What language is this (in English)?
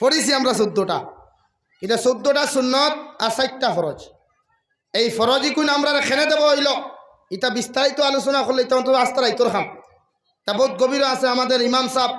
Sylheti